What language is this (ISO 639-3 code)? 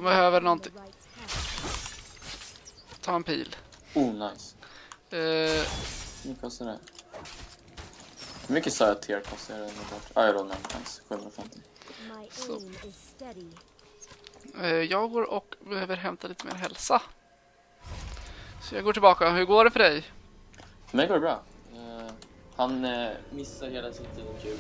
swe